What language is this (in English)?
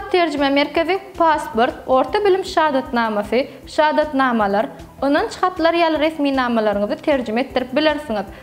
Turkmen